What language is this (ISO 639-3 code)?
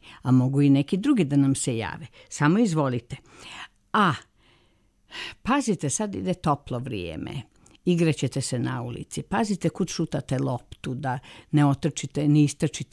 srp